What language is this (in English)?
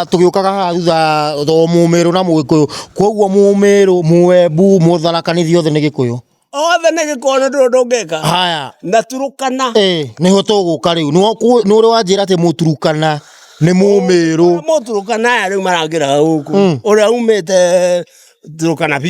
Kikuyu